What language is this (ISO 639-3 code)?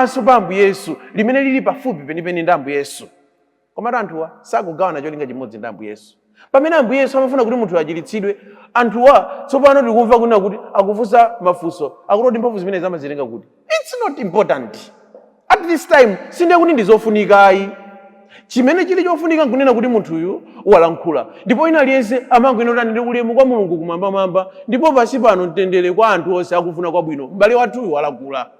nya